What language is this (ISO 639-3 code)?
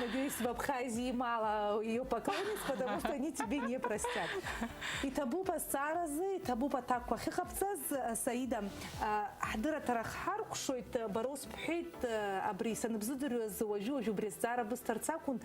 abk